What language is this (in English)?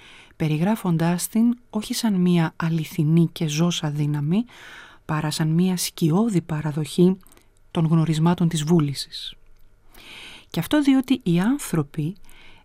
Greek